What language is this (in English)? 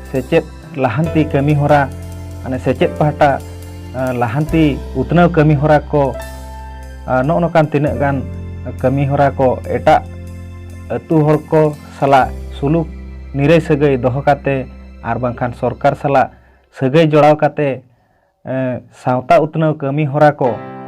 Santali